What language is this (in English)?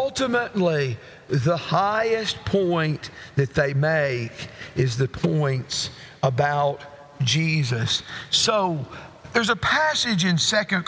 English